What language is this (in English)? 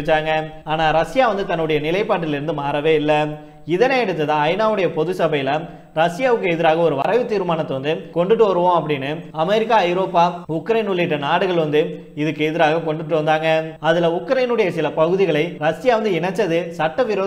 Tamil